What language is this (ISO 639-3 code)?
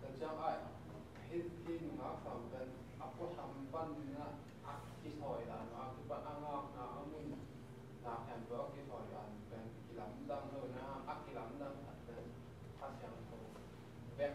ctd